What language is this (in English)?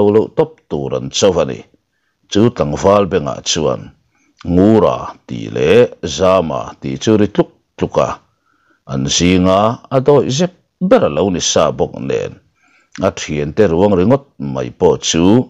Mizo